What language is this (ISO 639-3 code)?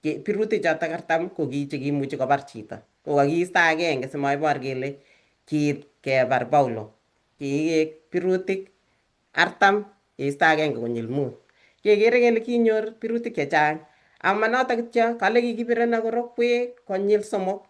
kln